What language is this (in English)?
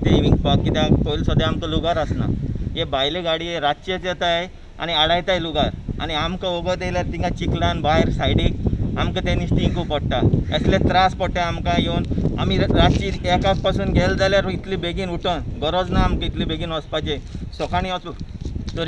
Konkani